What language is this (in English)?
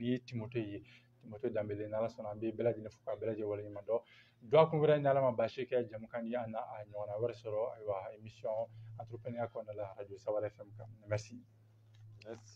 Bambara